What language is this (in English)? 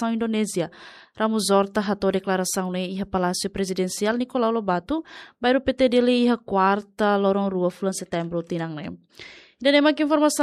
Tetum